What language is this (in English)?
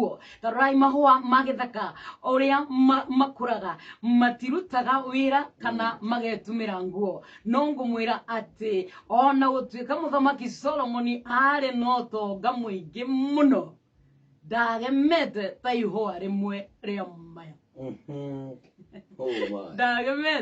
Kikuyu